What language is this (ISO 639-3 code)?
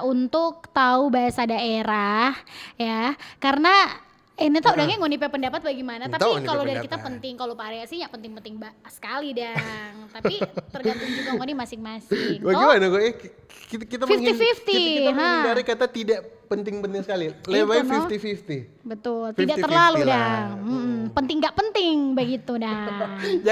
xmm